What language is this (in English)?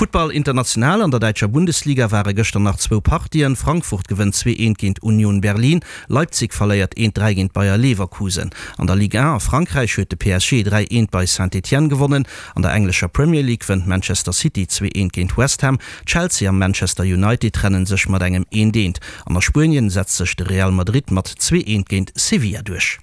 Luxembourgish